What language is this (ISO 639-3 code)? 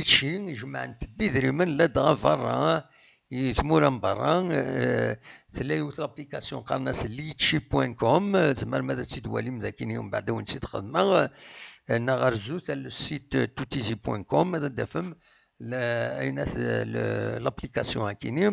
kab